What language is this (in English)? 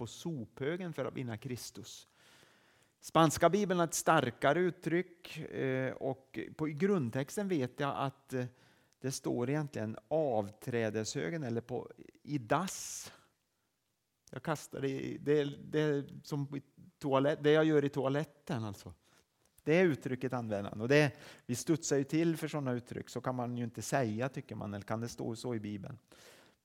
Swedish